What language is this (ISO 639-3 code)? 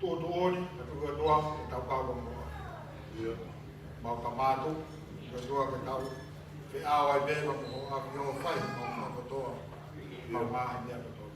ton